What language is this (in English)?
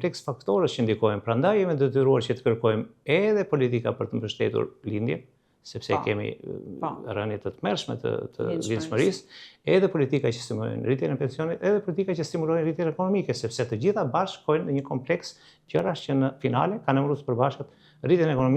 Albanian